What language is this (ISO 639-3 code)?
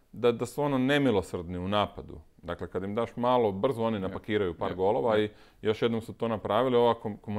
hrv